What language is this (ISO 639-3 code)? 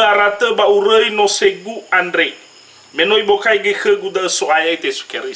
nia